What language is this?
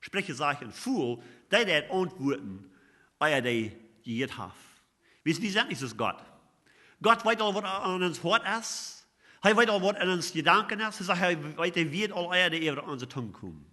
Plautdietsch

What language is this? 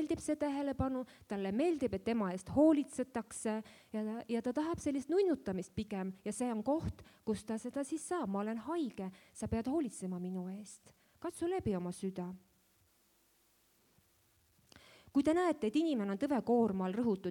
Estonian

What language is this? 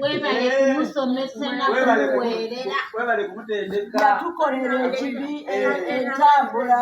Ganda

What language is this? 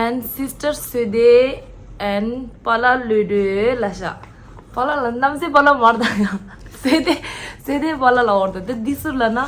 Tibetan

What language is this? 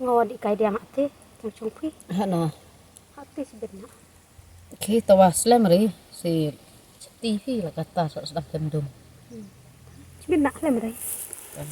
Khasi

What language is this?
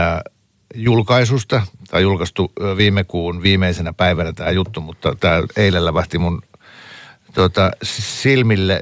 Finnish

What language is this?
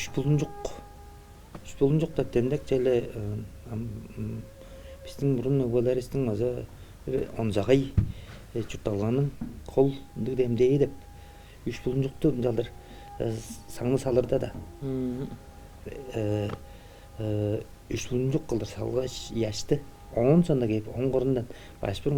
Tuvinian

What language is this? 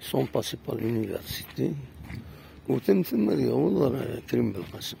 Kabyle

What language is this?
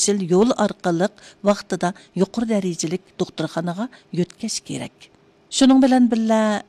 Uyghur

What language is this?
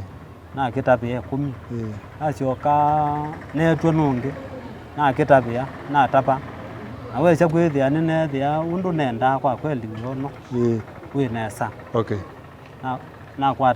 Kamba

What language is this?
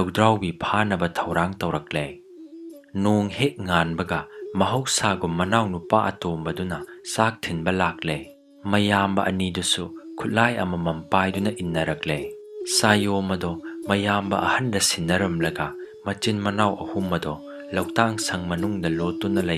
Manipuri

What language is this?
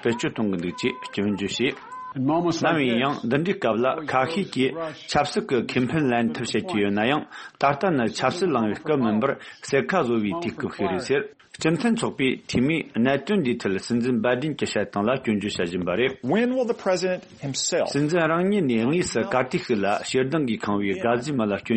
Tibetan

